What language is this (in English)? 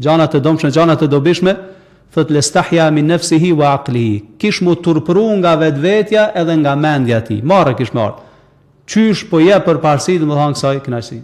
Albanian